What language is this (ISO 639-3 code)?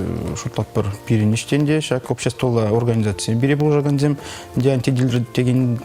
chv